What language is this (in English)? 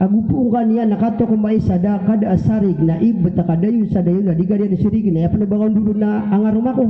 Maranao